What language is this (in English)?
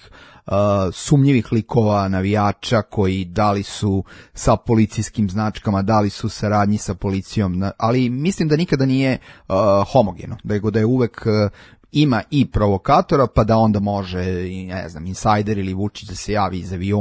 Serbian